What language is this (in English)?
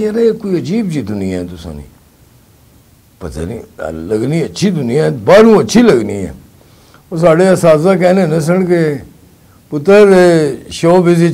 Pahari-Potwari